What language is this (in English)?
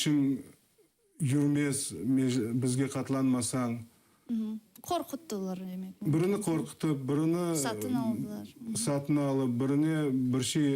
Crimean Tatar